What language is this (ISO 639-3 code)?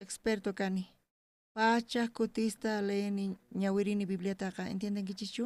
quh